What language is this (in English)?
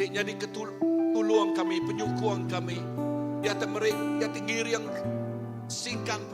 Iban